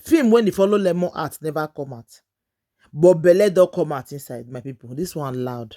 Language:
Nigerian Pidgin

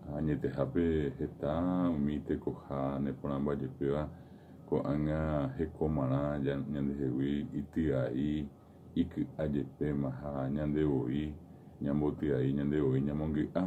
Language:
Guarani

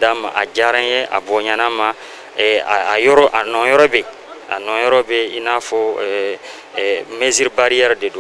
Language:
Bambara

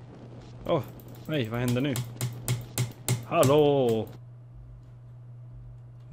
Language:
Swedish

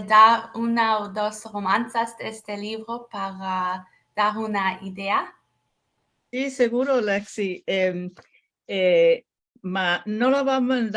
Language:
Ladino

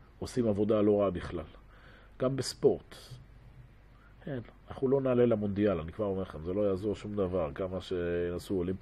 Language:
Hebrew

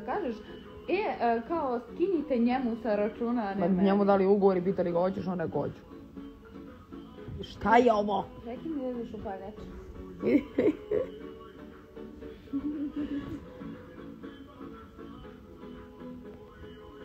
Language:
Serbian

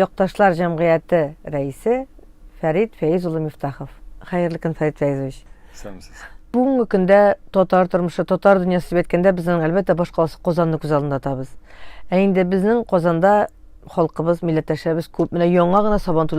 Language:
Tatar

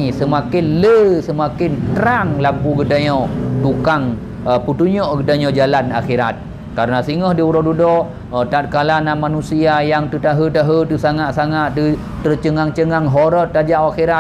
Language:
Achinese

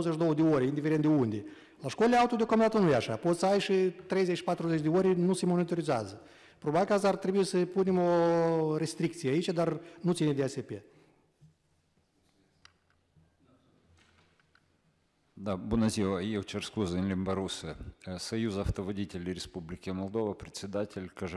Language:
Romanian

